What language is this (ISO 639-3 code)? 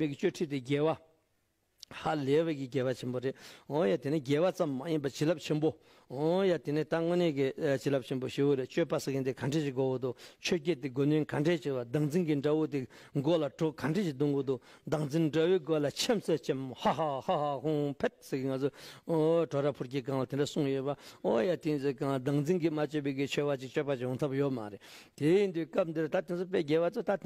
bod